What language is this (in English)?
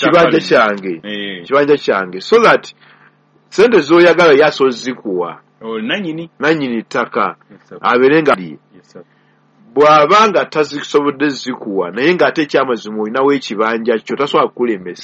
Ganda